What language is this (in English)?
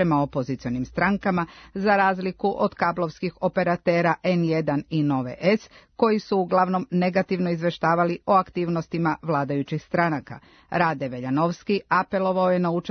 Serbian